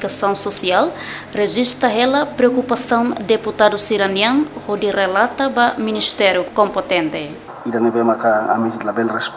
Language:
Tetum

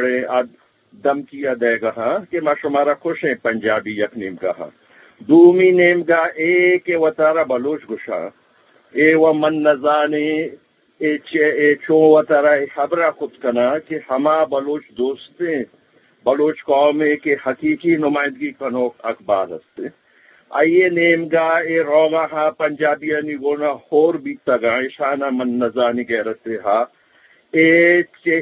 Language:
Eastern Balochi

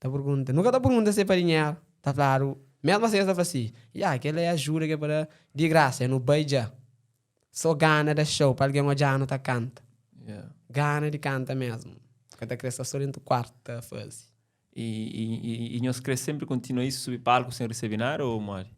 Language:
Kabuverdianu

